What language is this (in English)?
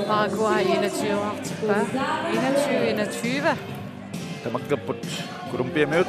Kalaallisut